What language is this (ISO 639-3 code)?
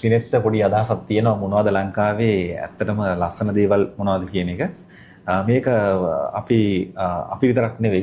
sin